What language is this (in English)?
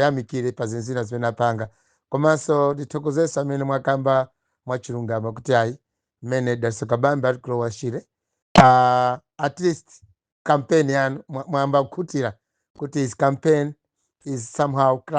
Nyanja